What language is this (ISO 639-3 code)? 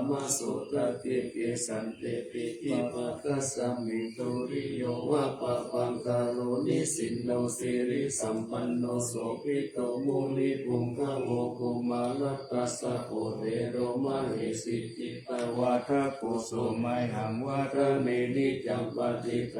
pli